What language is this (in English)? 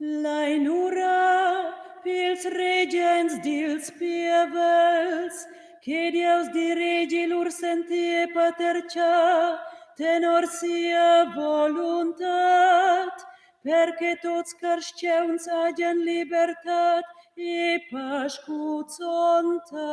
Romansh